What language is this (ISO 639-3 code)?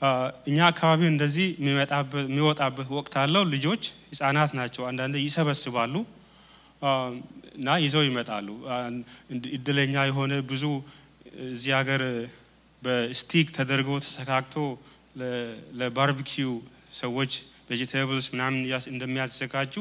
amh